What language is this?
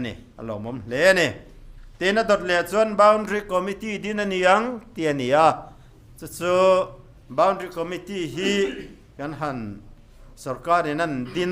Mizo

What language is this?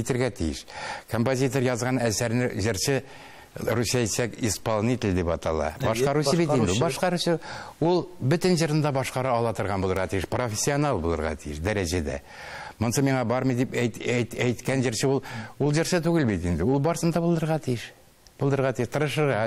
Tatar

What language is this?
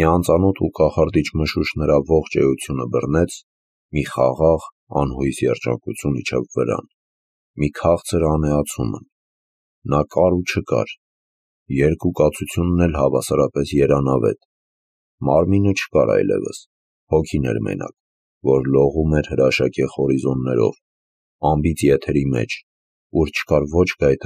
Armenian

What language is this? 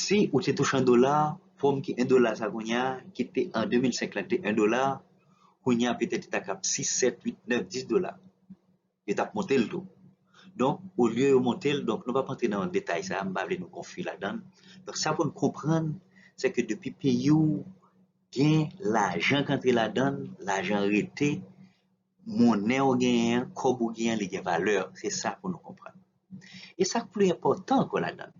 Haitian Creole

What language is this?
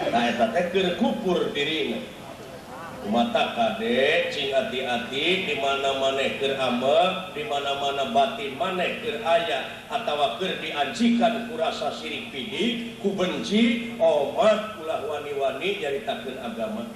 Sundanese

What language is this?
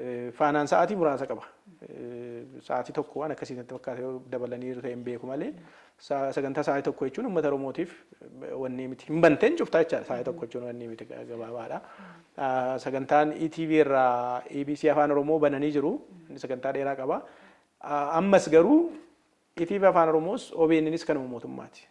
Oromo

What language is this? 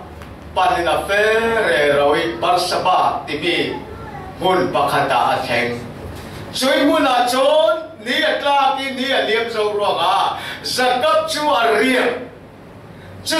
Falam Chin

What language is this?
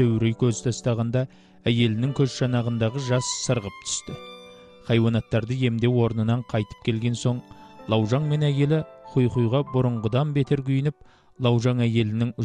Kazakh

